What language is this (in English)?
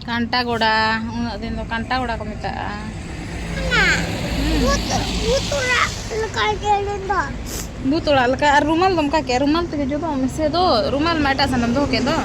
Santali